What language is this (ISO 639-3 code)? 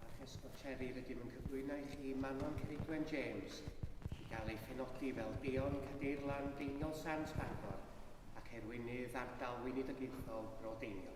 cym